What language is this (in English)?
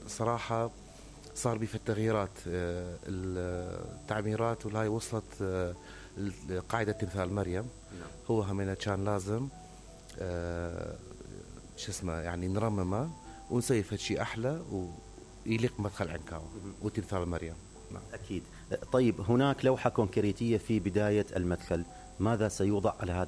Mesopotamian Arabic